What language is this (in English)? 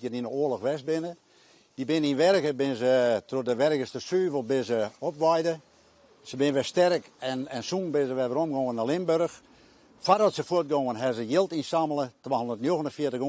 Western Frisian